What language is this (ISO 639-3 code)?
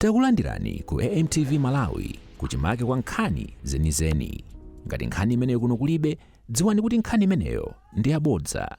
nya